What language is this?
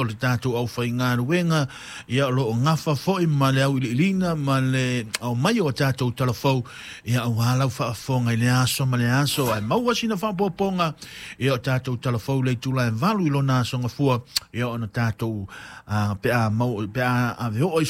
Samoan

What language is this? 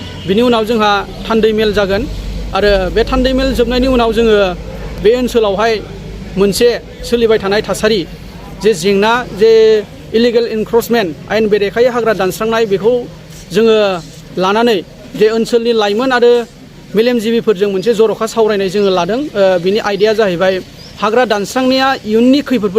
Bodo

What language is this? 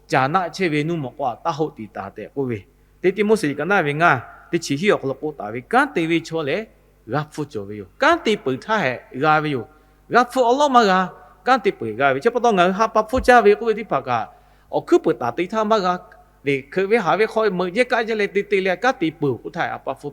Lahu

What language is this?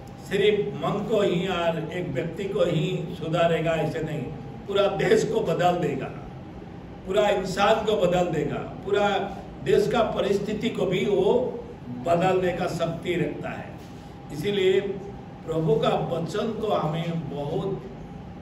Hindi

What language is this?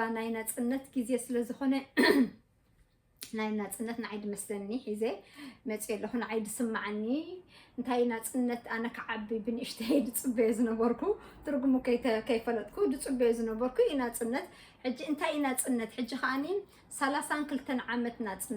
Tigrinya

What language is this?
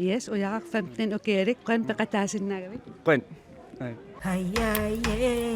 Kalaallisut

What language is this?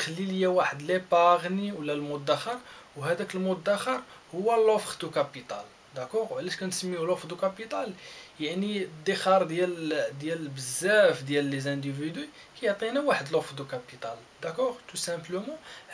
Moroccan Arabic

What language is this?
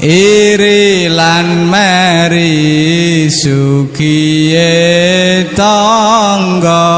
Javanese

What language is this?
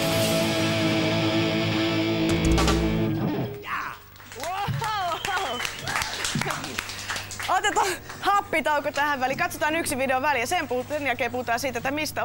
Finnish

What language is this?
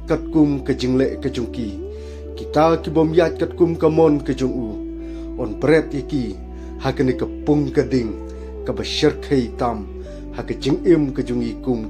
Khasi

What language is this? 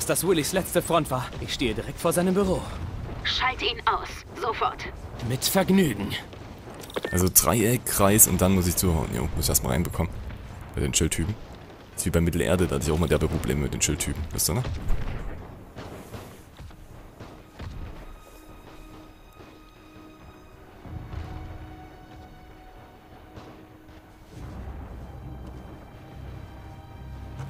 German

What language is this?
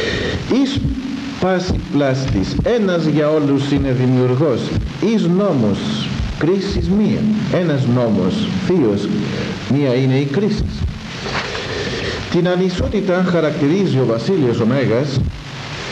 Greek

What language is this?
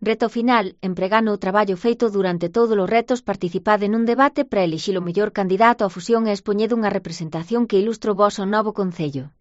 Galician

